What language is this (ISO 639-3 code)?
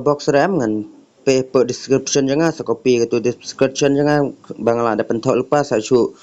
kha